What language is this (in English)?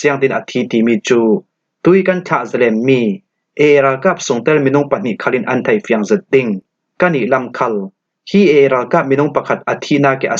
Falam Chin